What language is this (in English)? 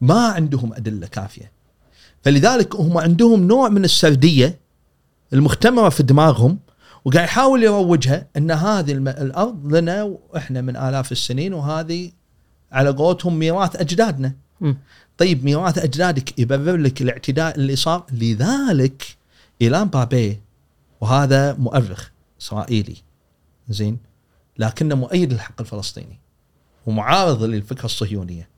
Gulf Arabic